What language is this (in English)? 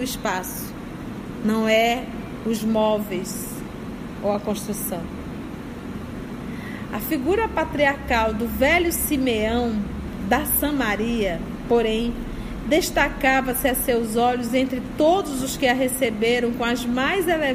Portuguese